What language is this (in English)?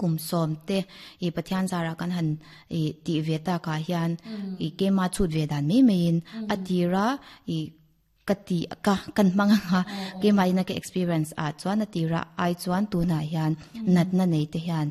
Mizo